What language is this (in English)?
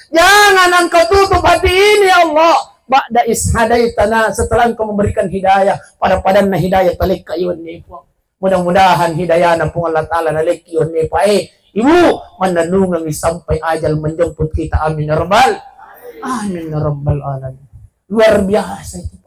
Buginese